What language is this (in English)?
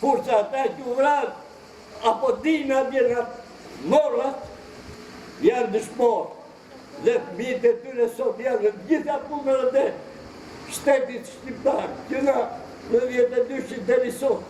Albanian